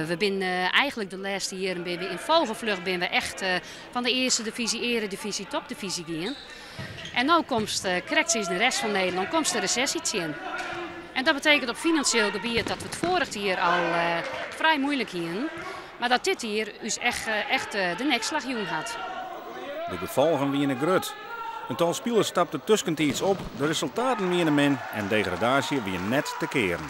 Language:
Western Frisian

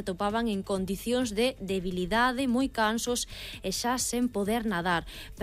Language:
Galician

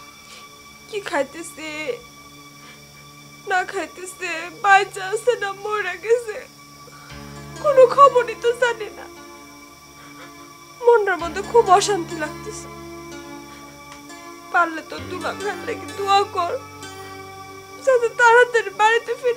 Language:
Bangla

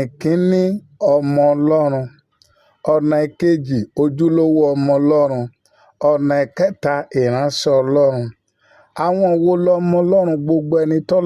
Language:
Yoruba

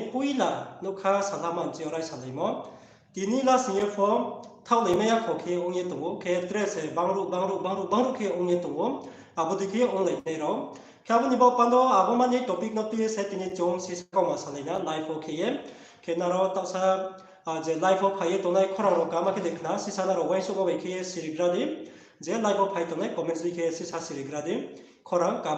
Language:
Riang (India)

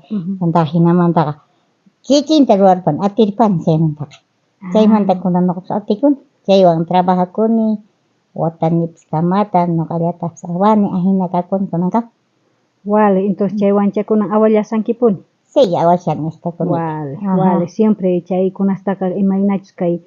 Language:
South Bolivian Quechua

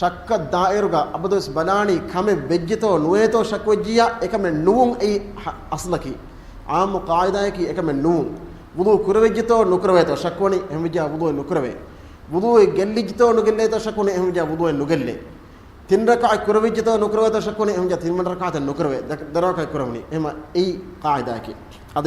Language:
Divehi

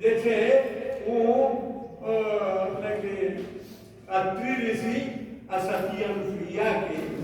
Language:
Angika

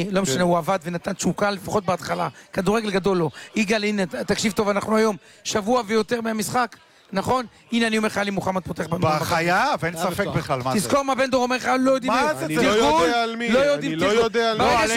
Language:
Hebrew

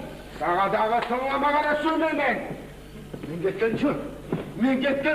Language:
Kumyk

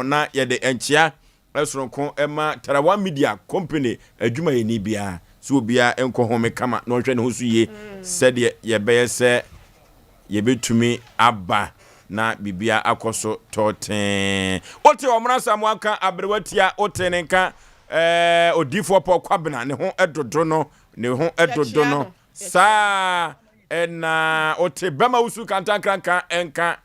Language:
Akan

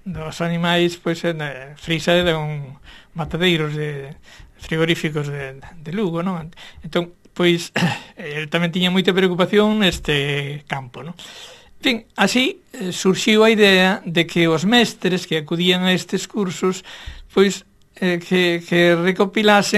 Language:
Galician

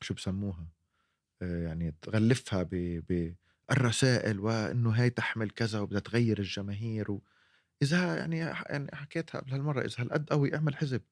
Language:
North Levantine Arabic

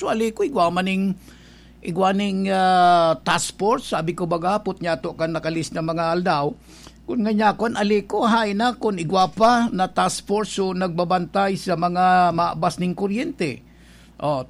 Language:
Bikol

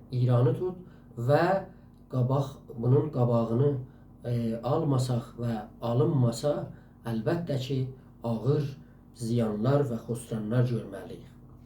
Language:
South Azerbaijani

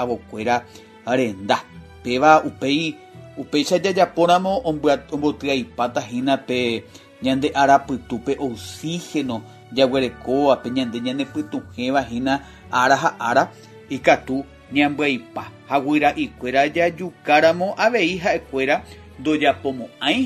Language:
Guarani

